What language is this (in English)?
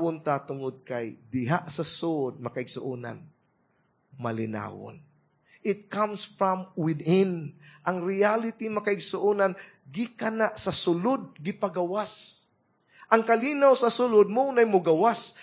Cebuano